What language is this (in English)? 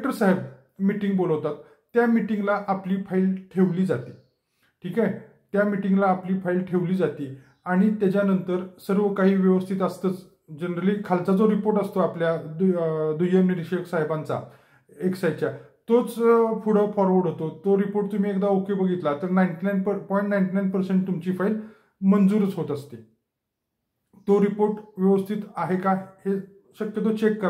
Marathi